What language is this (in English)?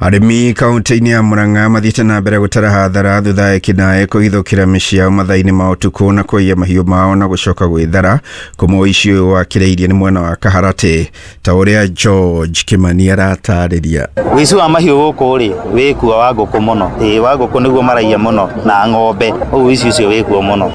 Kikuyu